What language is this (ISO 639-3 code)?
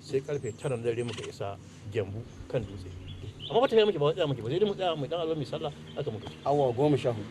hau